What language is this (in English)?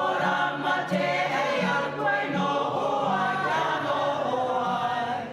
Māori